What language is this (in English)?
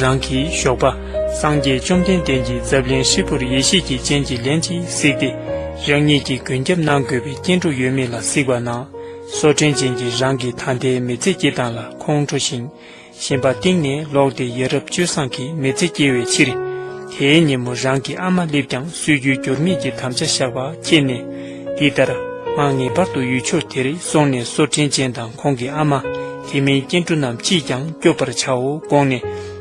Tibetan